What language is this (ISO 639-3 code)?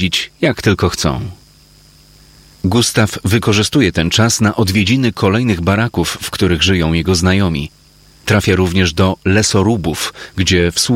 pol